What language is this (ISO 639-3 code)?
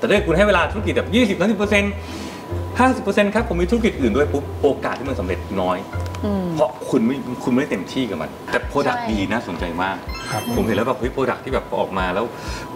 tha